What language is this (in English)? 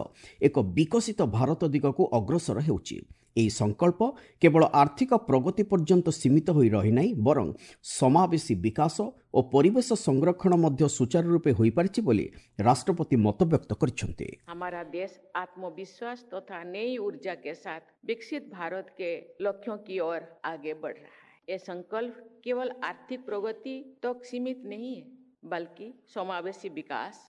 Odia